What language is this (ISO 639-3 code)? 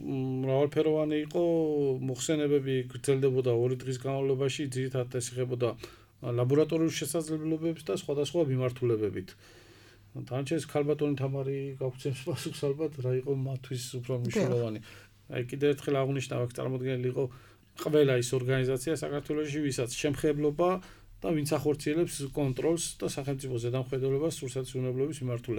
kat